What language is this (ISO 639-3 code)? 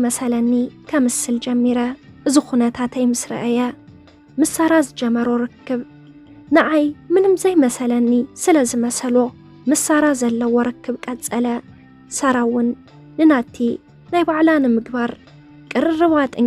tir